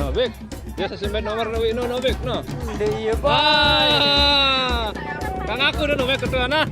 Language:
Sasak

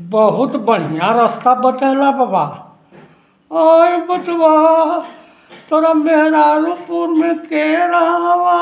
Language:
Magahi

